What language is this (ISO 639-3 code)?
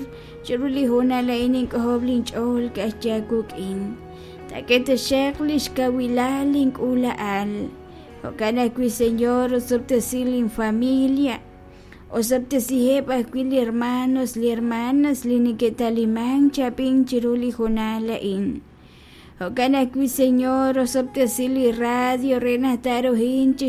kek